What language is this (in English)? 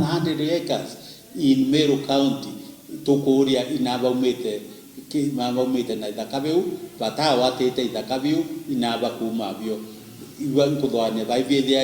Meru